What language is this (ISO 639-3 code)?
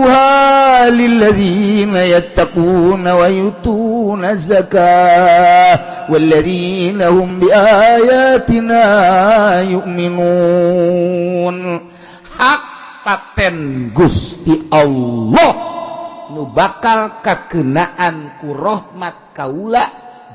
sun